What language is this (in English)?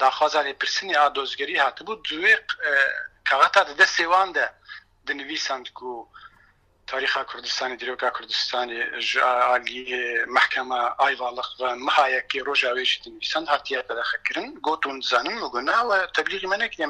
Kurdish